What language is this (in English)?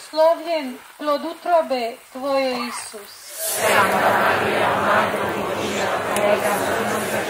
Croatian